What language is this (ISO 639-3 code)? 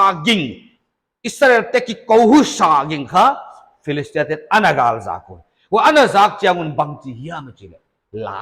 pck